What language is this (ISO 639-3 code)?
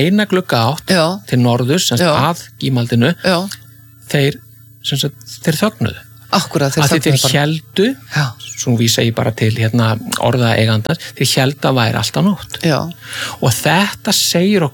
isl